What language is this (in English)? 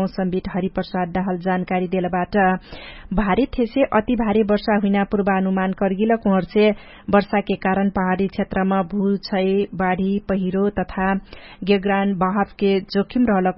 Dangaura Tharu